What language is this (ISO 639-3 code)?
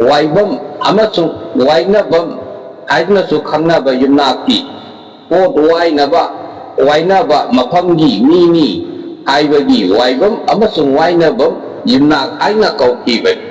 mni